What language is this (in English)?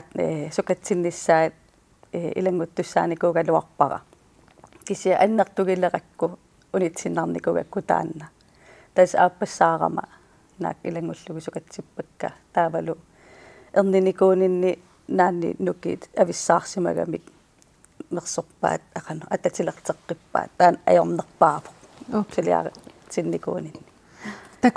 Kalaallisut